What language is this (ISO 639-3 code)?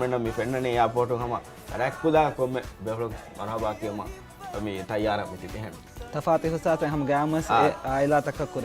div